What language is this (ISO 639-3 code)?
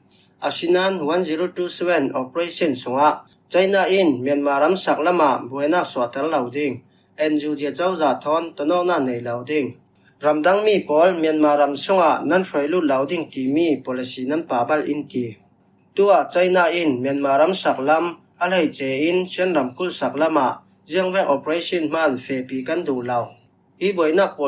cfm